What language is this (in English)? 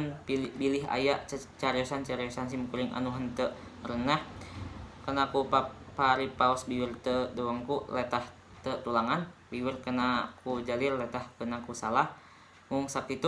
Sundanese